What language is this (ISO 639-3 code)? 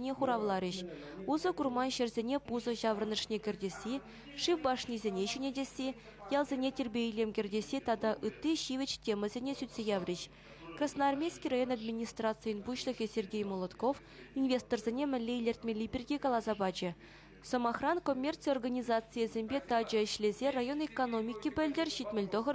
chv